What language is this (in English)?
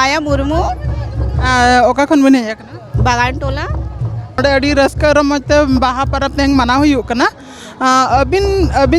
Santali